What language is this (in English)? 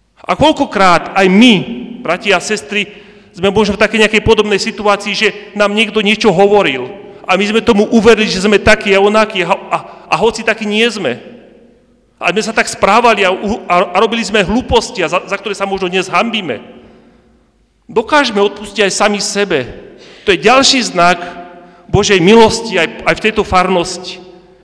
Slovak